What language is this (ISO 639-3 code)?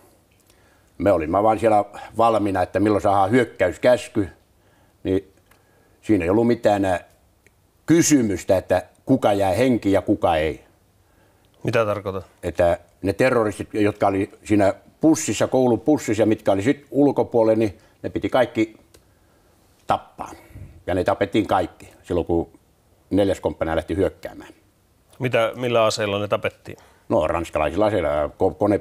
fin